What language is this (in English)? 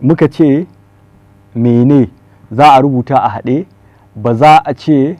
Hausa